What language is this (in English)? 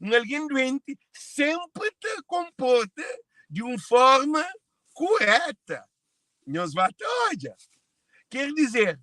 Kabuverdianu